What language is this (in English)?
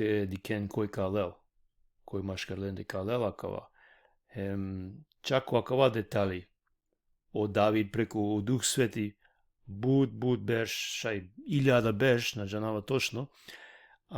Balkan Romani